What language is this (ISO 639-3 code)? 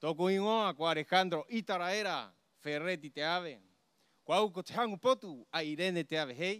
rap